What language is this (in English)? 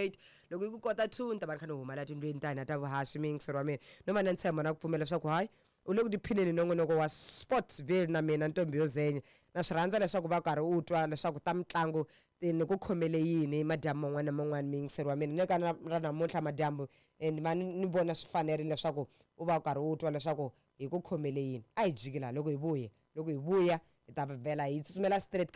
Tsonga